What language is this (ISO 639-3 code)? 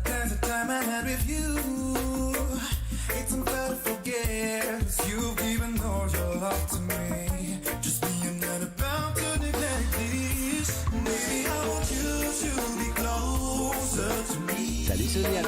mfe